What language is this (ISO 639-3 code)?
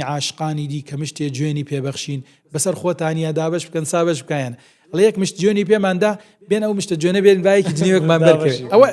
ckb